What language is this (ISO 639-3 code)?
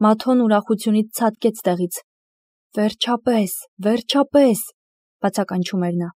hye